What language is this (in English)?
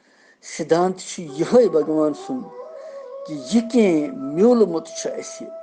Kashmiri